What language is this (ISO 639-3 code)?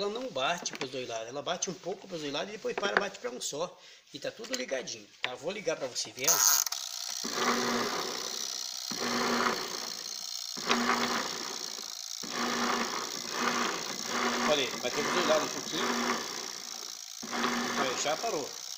por